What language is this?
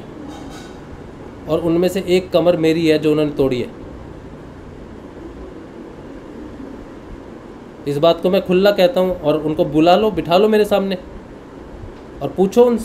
Hindi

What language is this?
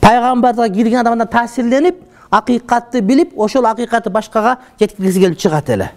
Kyrgyz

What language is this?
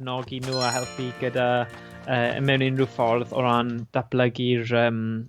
Welsh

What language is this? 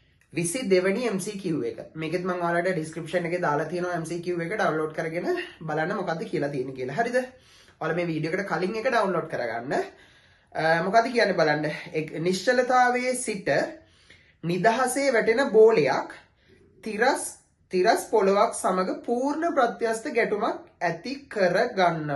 Sinhala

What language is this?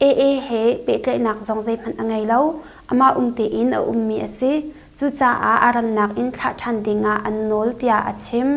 Hakha Chin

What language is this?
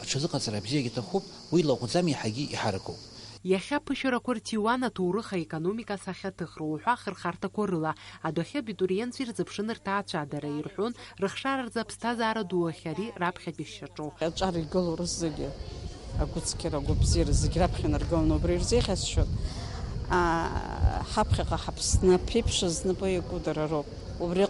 Abkhazian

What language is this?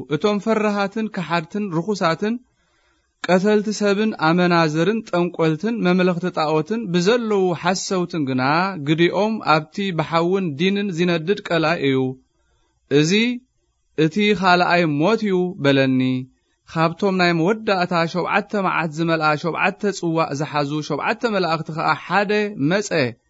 Tigrinya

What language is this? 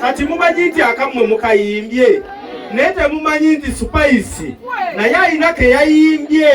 Ganda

